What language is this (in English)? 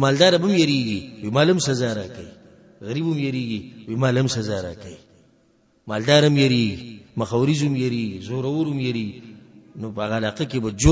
Pashto